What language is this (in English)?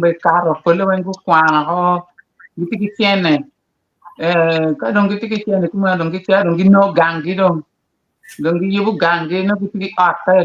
Acoli